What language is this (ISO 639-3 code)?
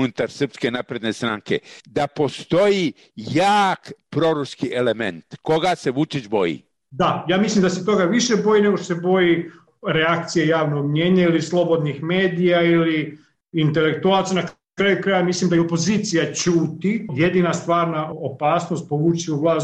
srp